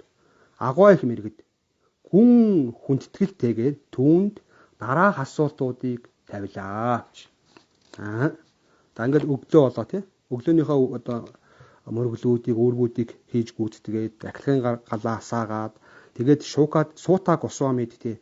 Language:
Mongolian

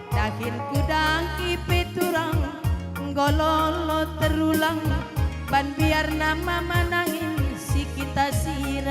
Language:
Batak Karo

